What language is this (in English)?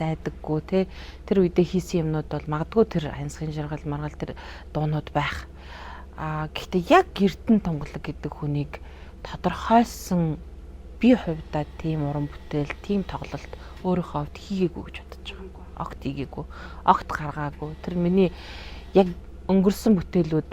Mongolian